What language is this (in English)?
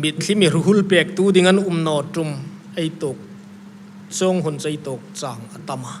Hmar